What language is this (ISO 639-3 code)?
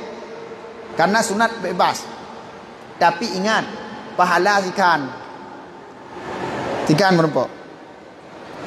ace